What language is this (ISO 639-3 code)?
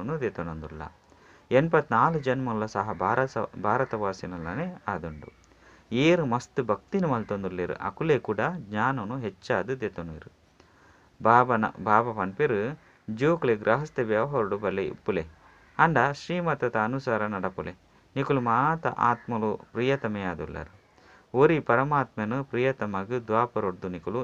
tcy